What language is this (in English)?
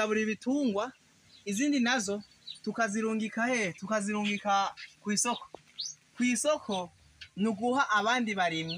Rundi